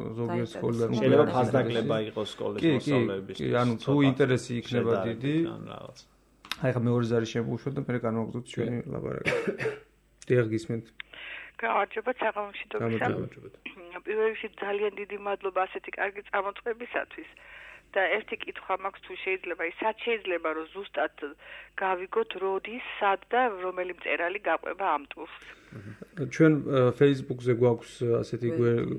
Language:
Georgian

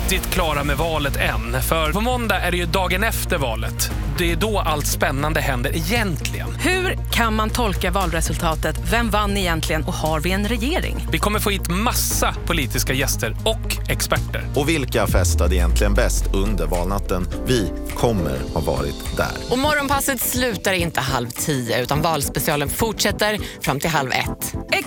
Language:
Swedish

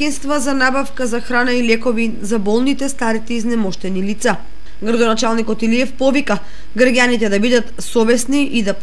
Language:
Macedonian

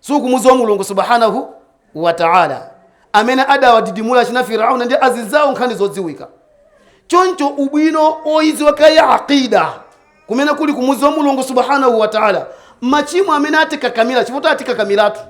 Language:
Nyanja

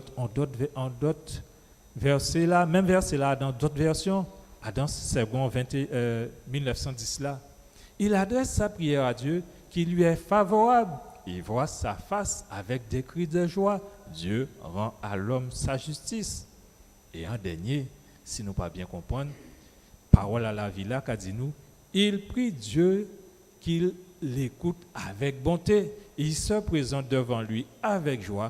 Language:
Guadeloupean Creole French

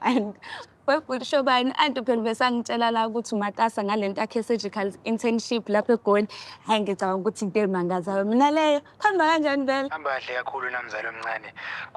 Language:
Zulu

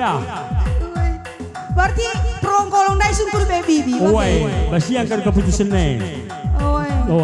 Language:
Batak Karo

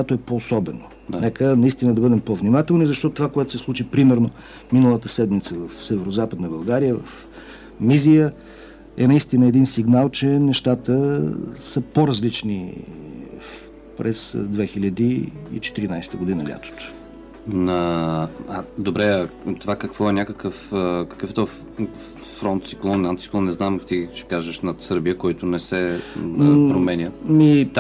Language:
Bulgarian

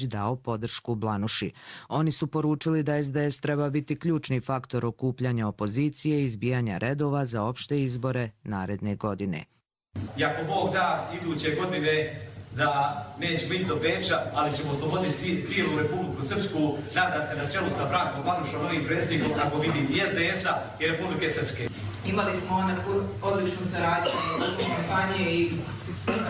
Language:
Croatian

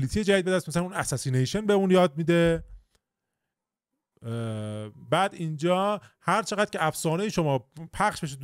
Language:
Persian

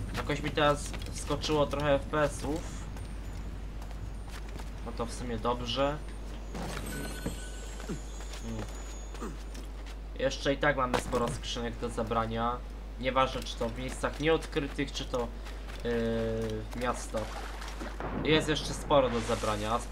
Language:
Polish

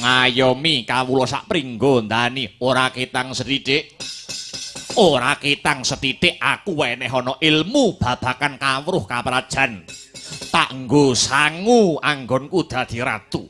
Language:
Javanese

